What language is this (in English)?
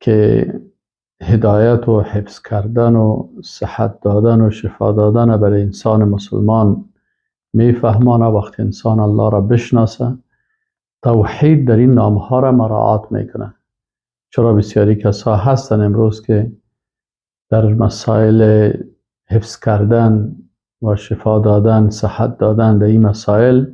Persian